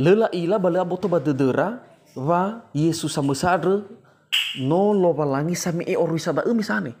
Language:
Nias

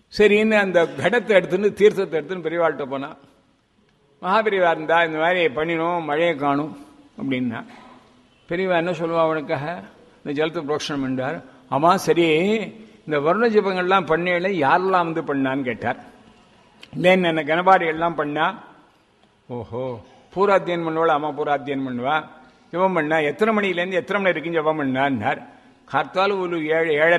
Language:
Tamil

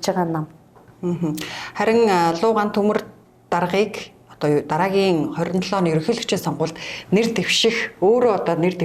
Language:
Mongolian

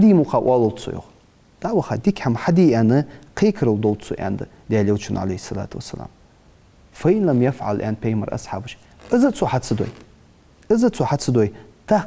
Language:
Ingush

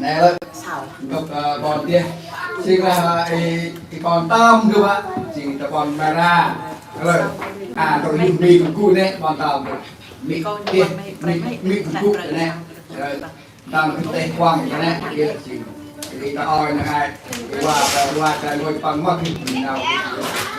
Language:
Central Mnong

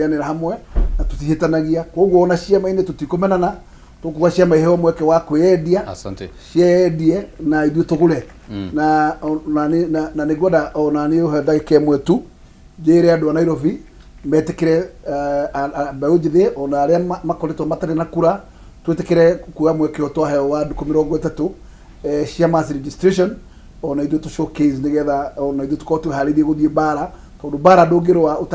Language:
Kikuyu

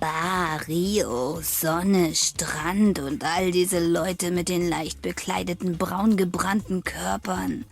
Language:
Swiss German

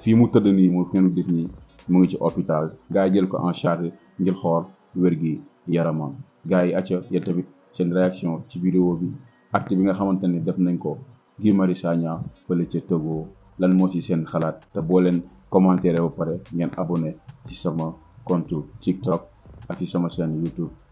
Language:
Wolof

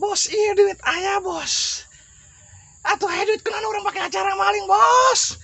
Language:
Sundanese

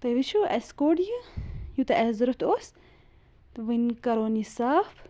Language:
Kashmiri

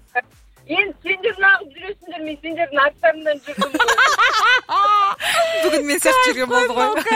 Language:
Kazakh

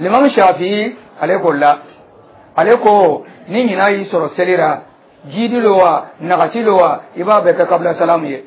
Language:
Dyula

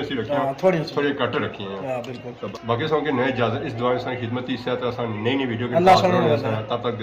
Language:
Pahari-Potwari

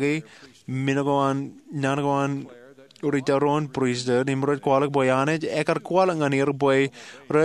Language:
Marshallese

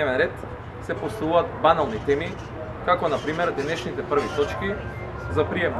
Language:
Macedonian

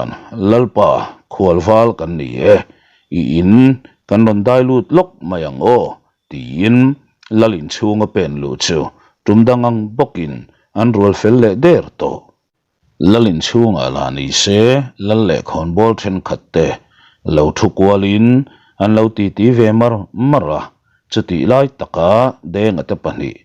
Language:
Mizo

